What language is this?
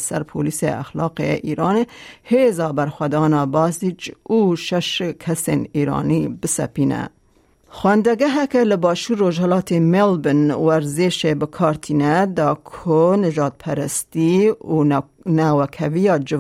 Kurdish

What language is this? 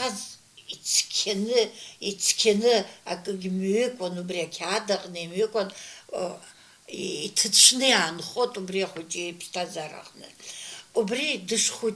Abkhazian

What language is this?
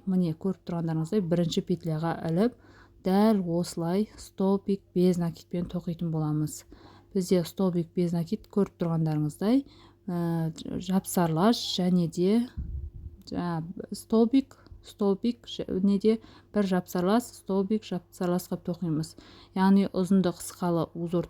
Kazakh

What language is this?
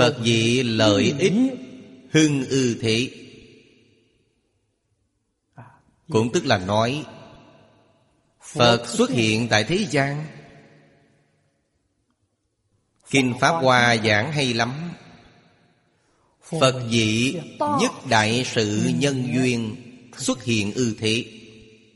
Vietnamese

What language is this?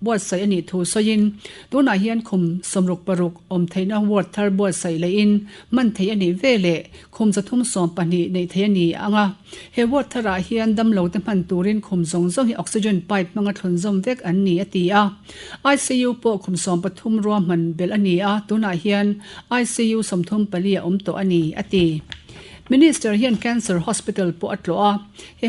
Mizo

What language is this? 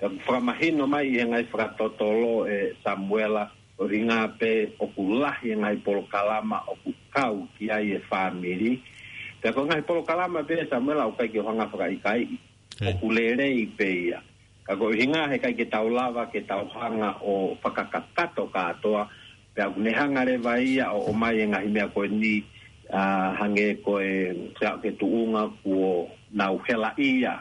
Tongan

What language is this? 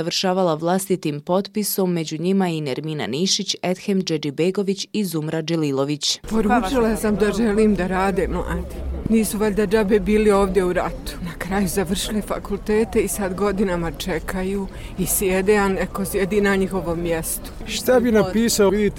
Bosnian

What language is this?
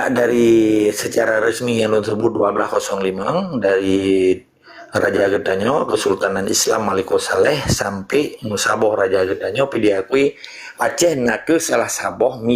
Achinese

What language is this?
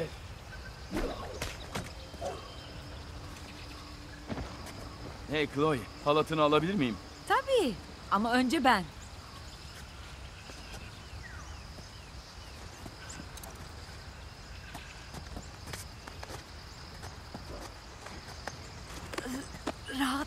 Turkish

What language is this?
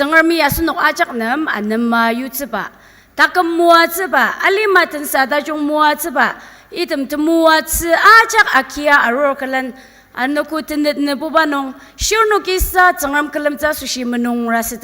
Ao Naga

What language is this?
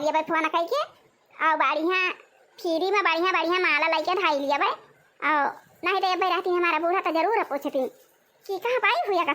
Awadhi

